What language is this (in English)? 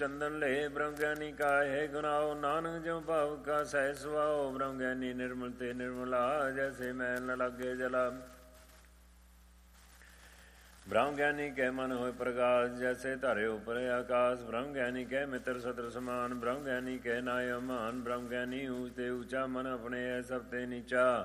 Punjabi